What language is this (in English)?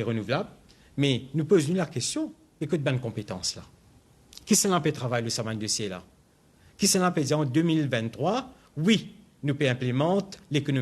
Morisyen